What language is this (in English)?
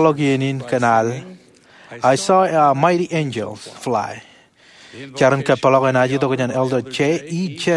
Marshallese